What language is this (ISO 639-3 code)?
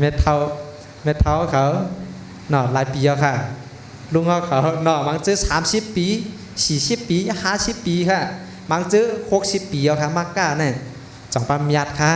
shn